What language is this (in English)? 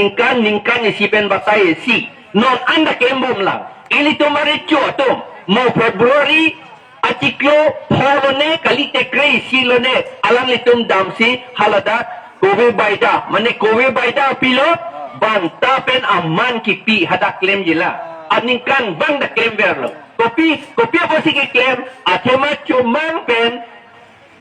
Karbi